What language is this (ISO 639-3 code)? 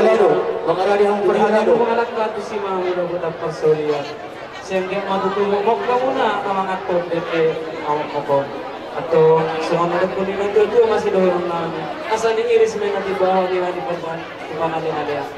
bbc